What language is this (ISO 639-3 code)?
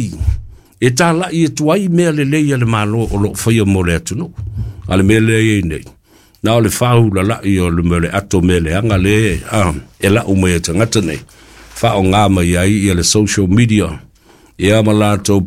smo